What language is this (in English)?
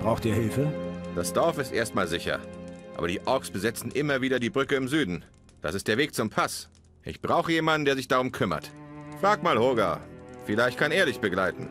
Bavarian